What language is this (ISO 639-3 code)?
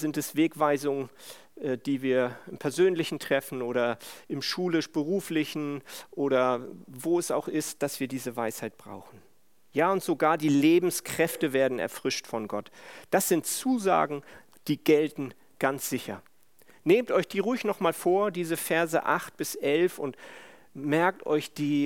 deu